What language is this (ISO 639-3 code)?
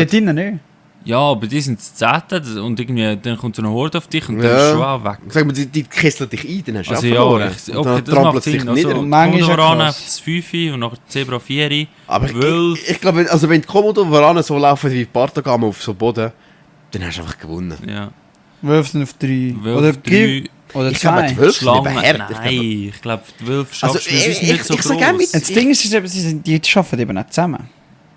gsw